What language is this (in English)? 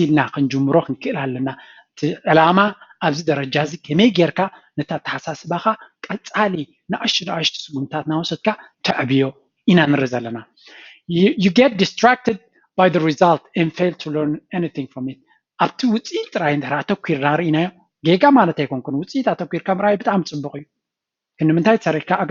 Tigrinya